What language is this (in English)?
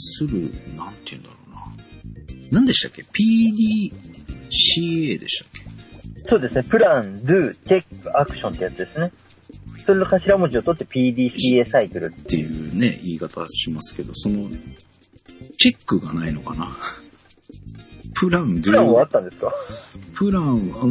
Japanese